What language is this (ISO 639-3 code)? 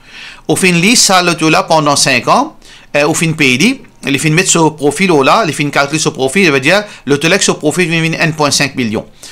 mfe